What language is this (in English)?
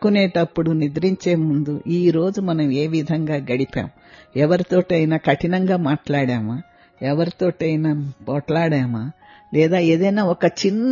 Telugu